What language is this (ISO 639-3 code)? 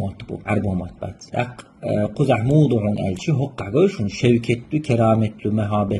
che